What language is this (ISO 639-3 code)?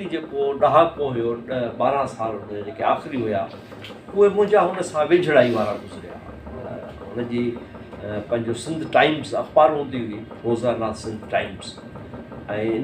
snd